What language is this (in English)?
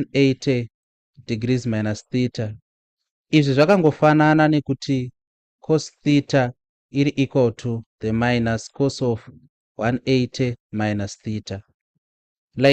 Shona